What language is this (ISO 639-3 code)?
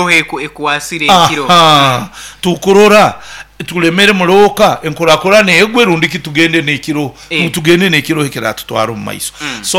nyo